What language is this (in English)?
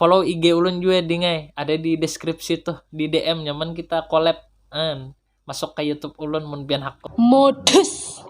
Banjar